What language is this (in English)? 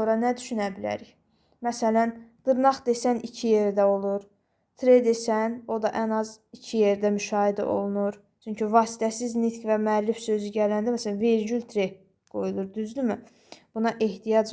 Azerbaijani